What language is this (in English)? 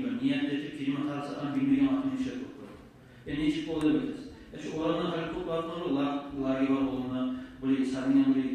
Kumyk